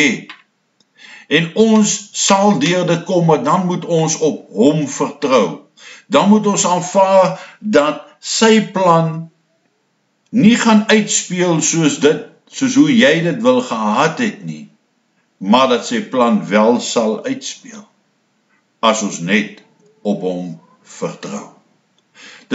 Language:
Afrikaans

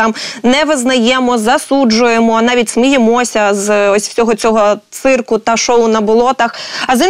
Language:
Ukrainian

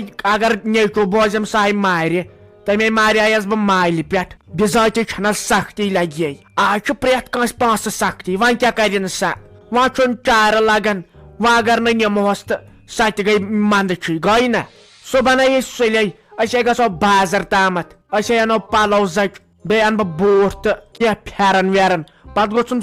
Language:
Kashmiri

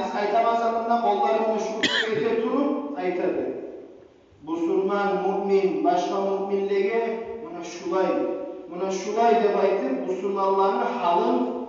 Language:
Kumyk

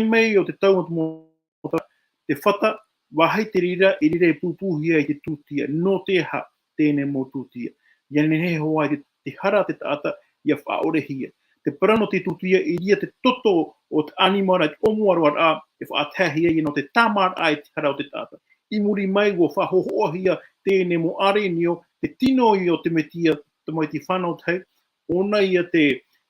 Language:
Tahitian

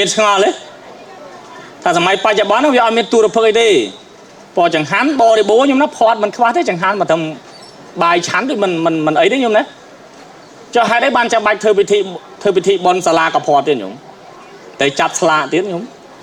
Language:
Khmer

